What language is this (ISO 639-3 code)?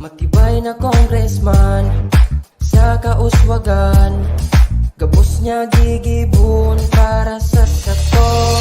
bik